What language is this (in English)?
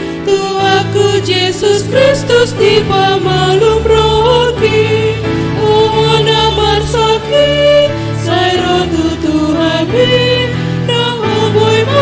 Batak Toba